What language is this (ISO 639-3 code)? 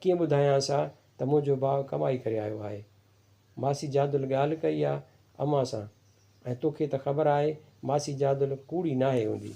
snd